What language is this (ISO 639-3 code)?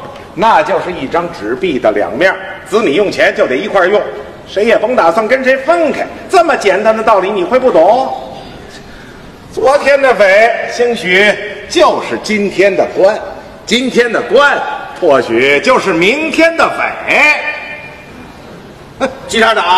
zho